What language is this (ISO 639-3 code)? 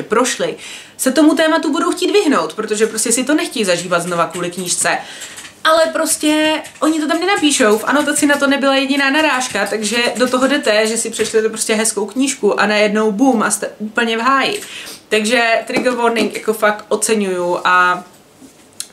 ces